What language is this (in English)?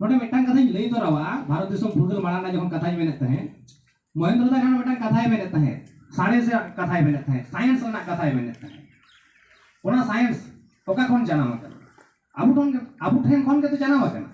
Santali